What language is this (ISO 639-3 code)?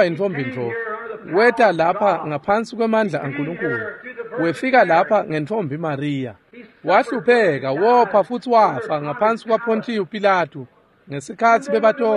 ssw